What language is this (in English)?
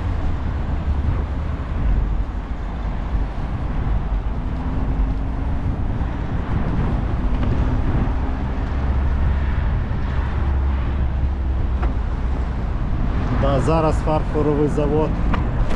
Ukrainian